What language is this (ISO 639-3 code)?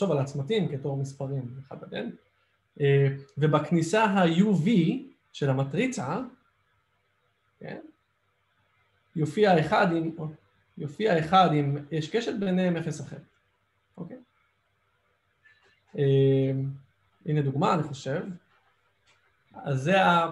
heb